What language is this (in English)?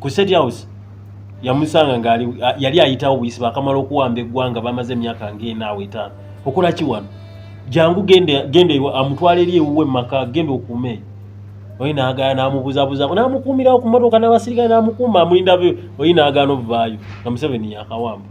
Ganda